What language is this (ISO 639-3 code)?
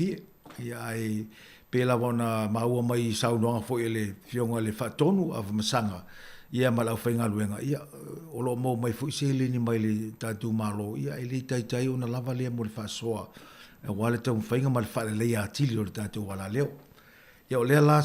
smo